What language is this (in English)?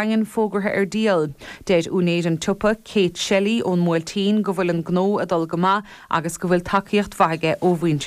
Irish